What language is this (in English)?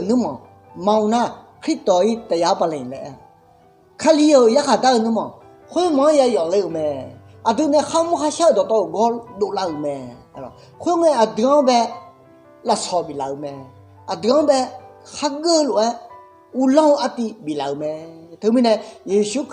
Akha